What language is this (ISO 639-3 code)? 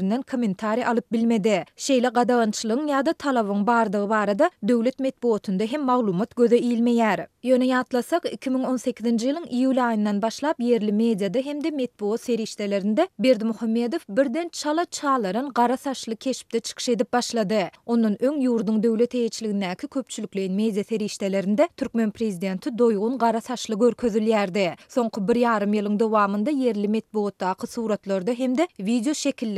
tuk